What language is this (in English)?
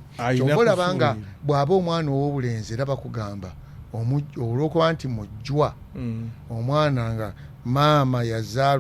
Ganda